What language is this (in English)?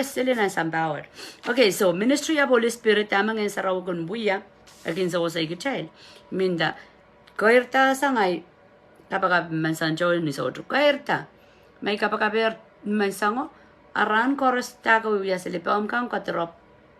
Pohnpeian